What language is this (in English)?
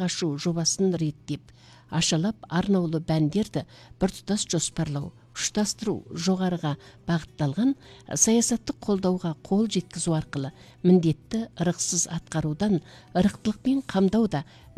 Kazakh